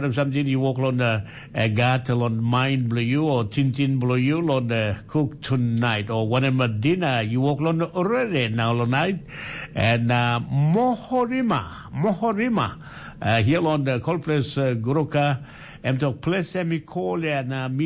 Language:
Tok Pisin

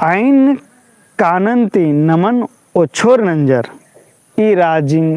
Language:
Kurukh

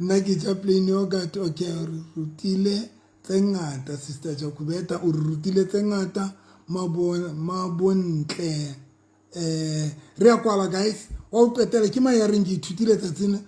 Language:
Southern Sotho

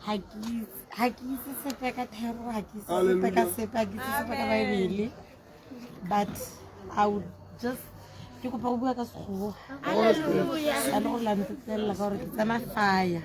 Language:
Tswana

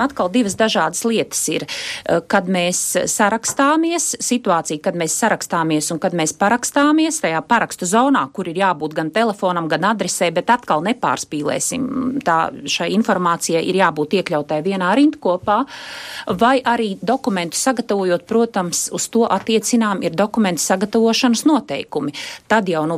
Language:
Latvian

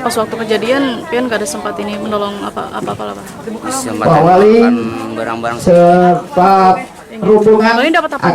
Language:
Banjar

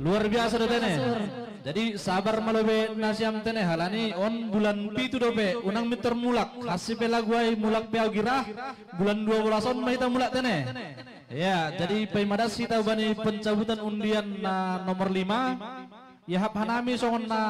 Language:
Batak Simalungun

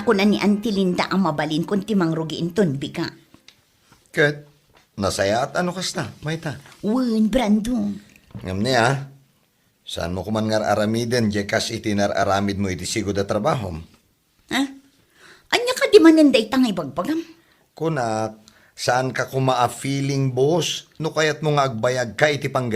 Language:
Iloko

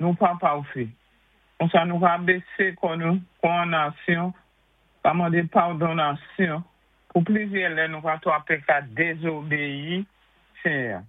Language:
Saint Lucian Creole French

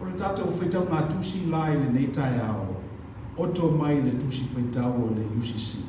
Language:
Samoan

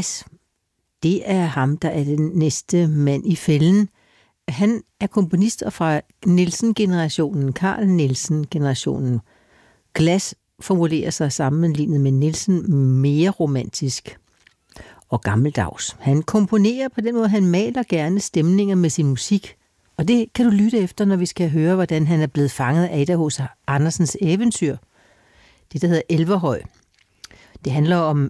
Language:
Danish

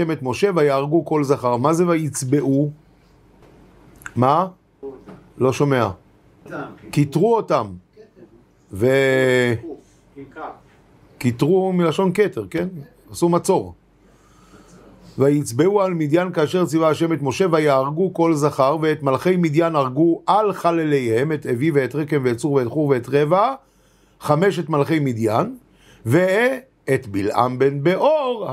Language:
Hebrew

